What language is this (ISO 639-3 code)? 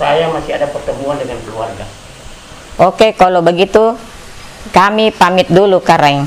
mfp